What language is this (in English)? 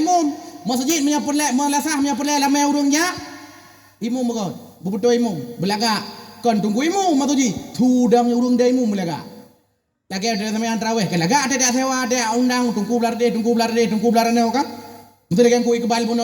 Achinese